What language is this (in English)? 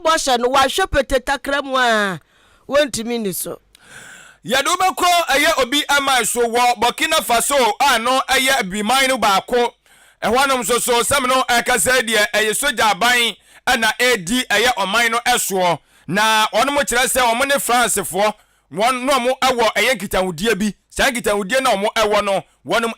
Akan